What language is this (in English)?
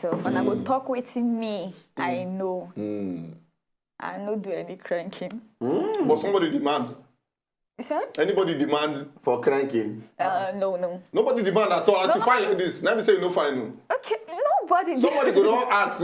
Nigerian Pidgin